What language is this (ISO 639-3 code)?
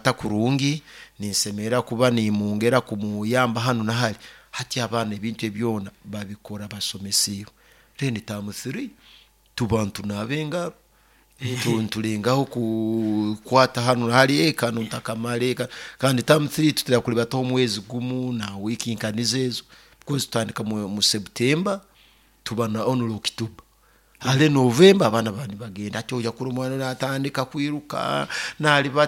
nyo